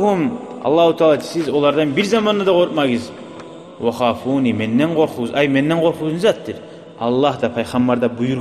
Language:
Kumyk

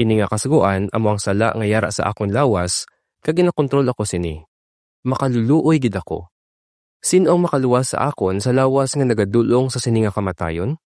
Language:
Hiligaynon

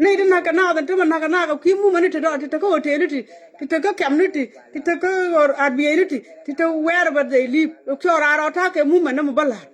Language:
Nuer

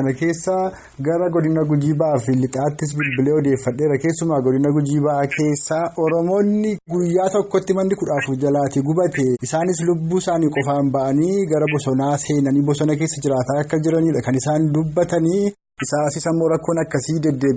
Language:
Oromo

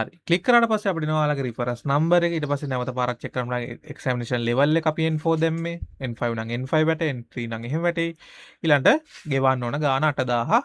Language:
Sinhala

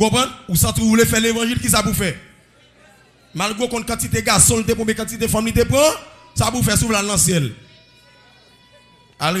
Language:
French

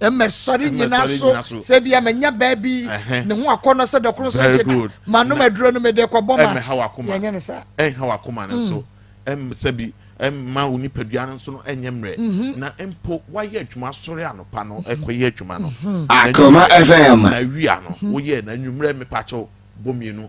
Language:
Akan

